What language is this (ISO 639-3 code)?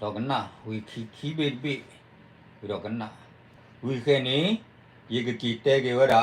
ksw